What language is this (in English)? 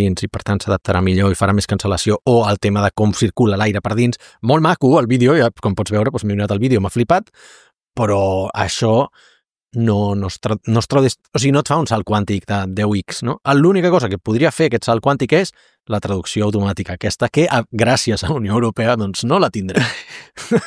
Catalan